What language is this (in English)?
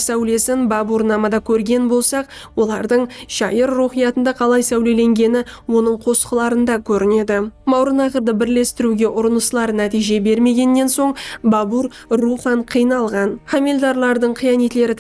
Kara-Kalpak